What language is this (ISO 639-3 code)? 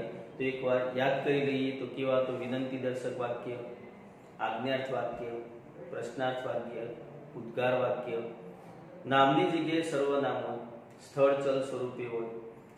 guj